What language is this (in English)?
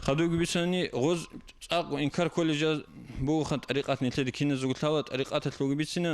Avaric